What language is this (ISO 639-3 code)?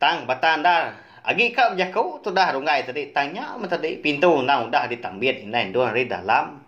iba